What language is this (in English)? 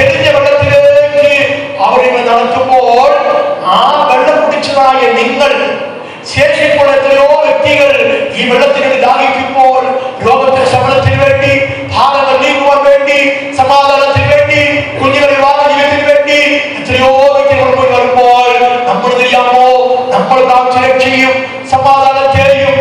Malayalam